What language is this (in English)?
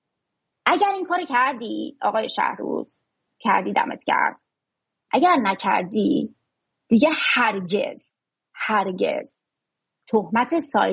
Persian